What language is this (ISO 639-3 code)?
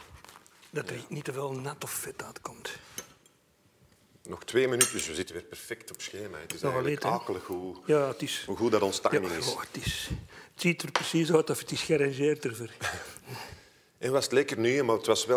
nld